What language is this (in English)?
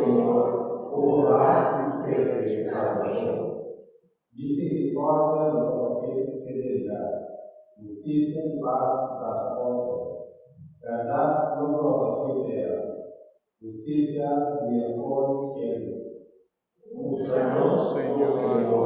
Papiamento